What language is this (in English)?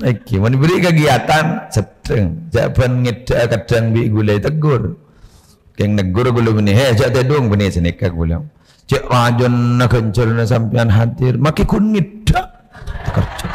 Madurese